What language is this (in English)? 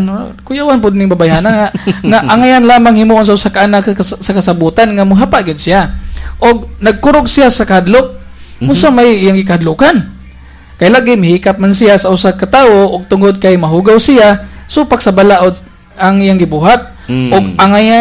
Cebuano